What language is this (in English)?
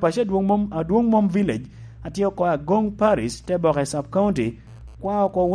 Lango (Uganda)